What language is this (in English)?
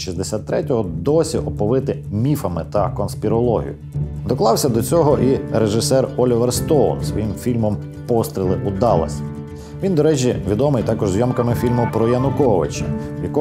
Ukrainian